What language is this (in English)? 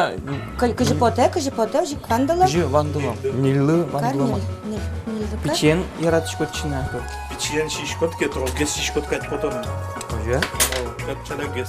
Udmurt